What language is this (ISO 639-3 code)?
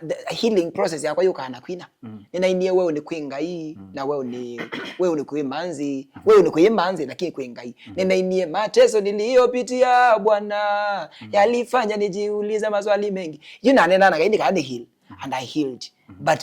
kam